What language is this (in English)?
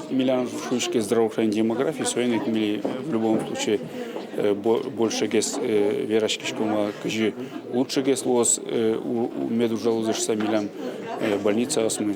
Udmurt